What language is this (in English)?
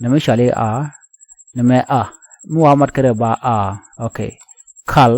Nuer